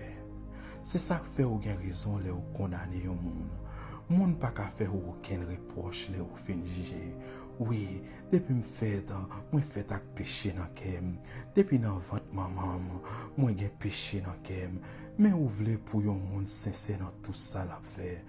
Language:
Haitian Creole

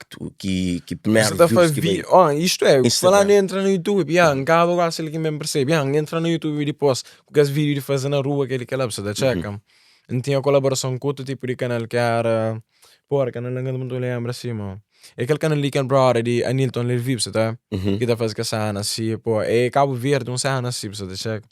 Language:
Kabuverdianu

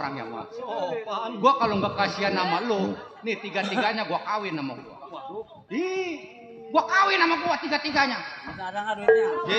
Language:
Betawi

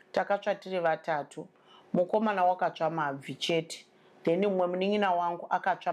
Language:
Shona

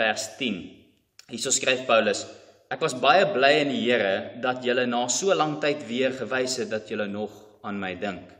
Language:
Afrikaans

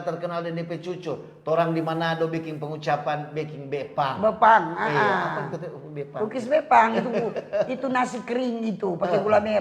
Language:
Manado Malay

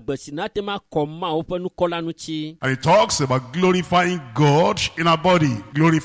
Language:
Ewe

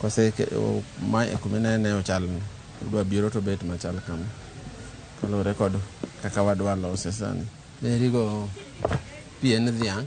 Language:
Luo (Kenya and Tanzania)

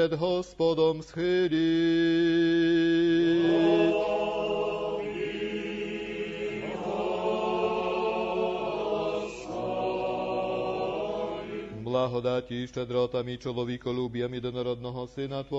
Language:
Ukrainian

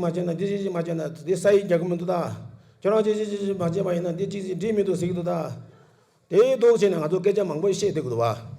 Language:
Tibetan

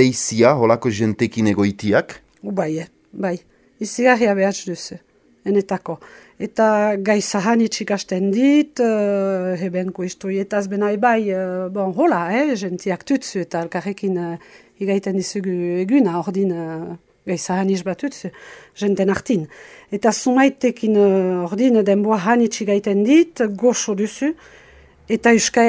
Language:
Basque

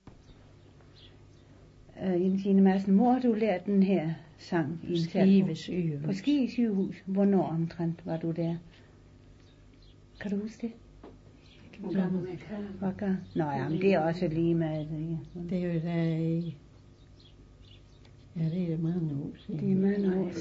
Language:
Danish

